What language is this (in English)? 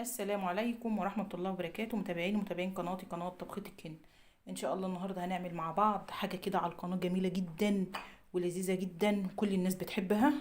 Egyptian Arabic